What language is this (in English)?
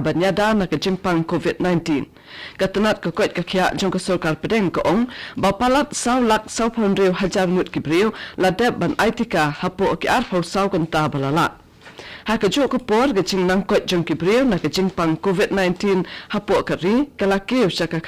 Khasi